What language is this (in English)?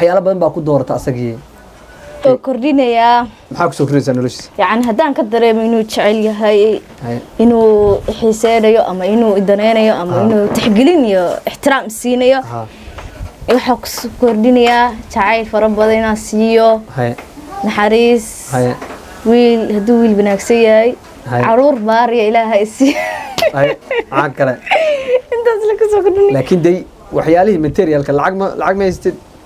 Somali